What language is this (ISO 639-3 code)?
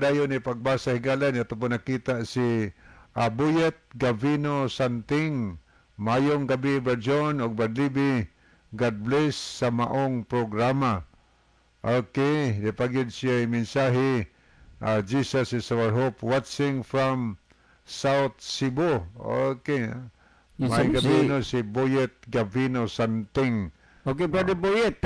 ceb